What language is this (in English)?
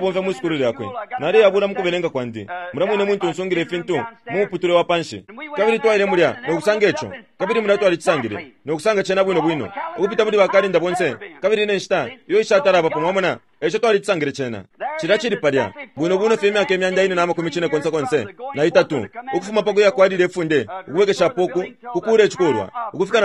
Bemba